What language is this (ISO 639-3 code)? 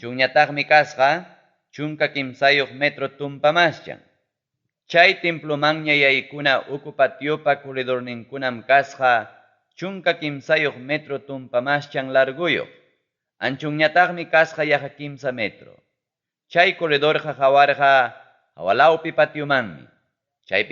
quy